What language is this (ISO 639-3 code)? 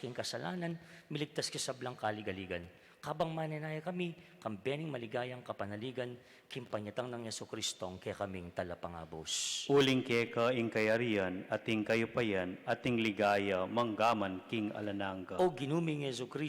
pam